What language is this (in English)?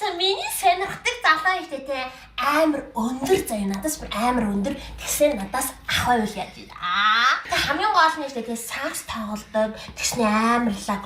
Mongolian